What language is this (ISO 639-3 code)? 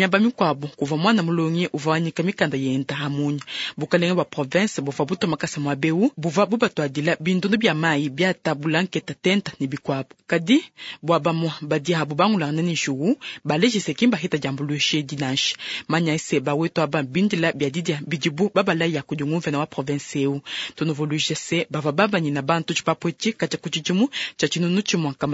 lua